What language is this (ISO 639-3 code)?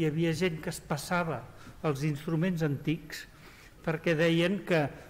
cat